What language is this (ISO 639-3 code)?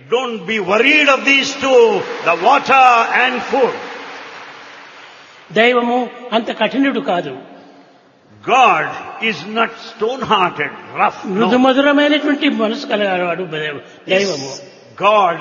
tel